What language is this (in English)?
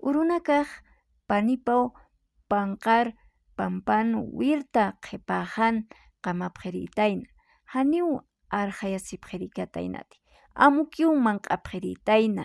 Aymara